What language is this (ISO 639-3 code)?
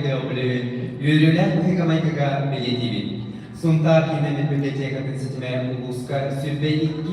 sah